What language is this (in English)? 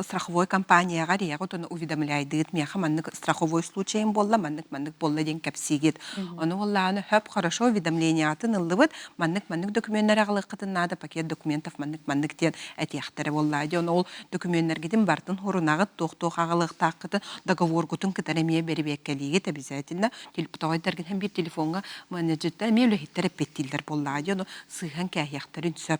Yakut